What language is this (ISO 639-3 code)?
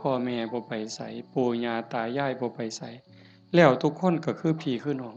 tts